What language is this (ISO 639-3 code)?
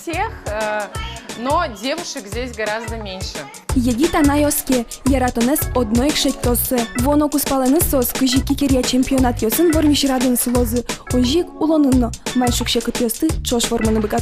udm